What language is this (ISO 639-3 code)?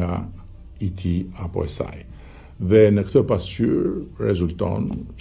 sqi